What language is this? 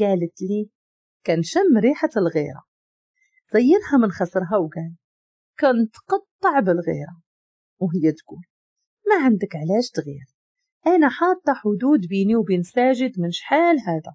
Moroccan Arabic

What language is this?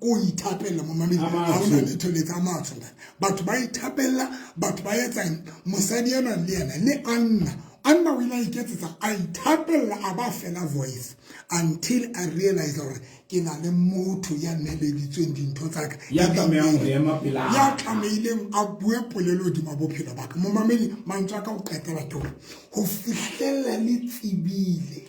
Southern Sotho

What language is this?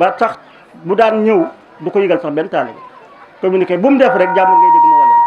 Wolof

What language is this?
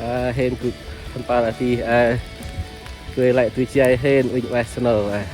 Central Mnong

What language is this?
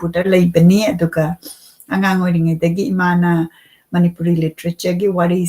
Manipuri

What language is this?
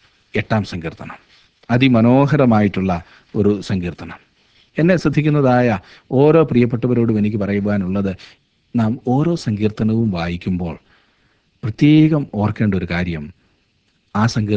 Malayalam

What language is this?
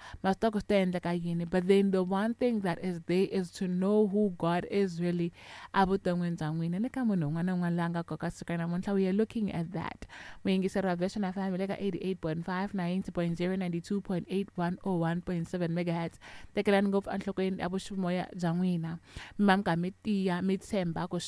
Tsonga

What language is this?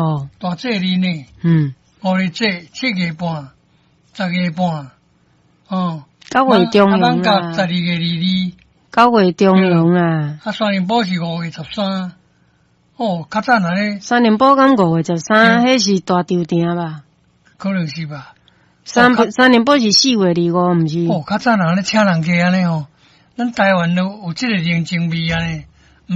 Min Nan Chinese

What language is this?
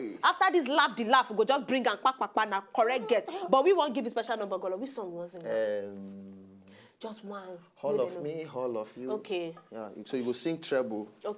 Nigerian Pidgin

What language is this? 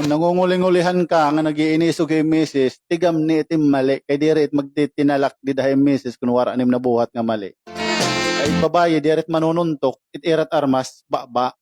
Waray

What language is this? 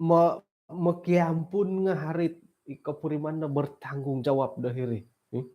Central Dusun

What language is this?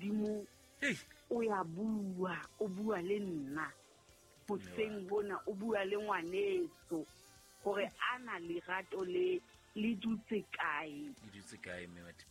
Southern Sotho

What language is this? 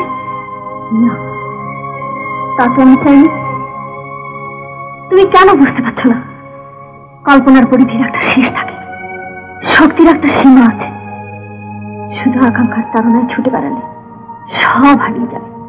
Bangla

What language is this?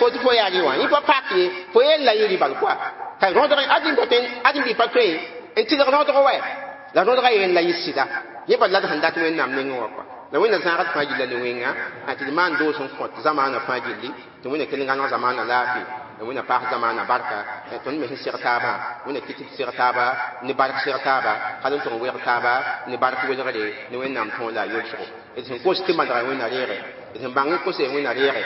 Mossi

